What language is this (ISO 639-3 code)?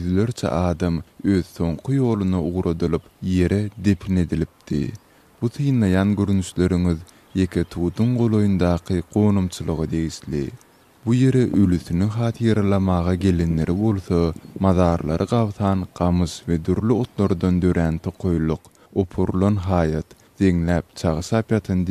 tuk